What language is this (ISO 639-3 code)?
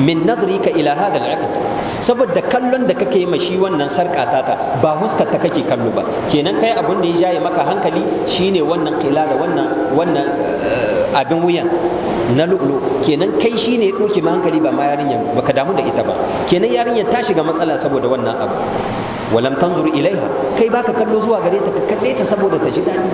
hau